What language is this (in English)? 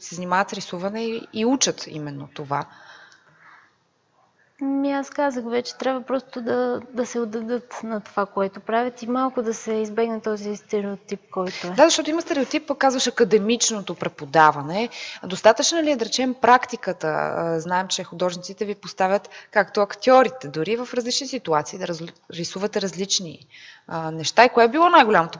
Bulgarian